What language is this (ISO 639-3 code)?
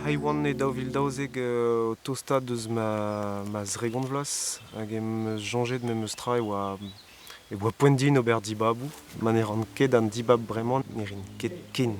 bre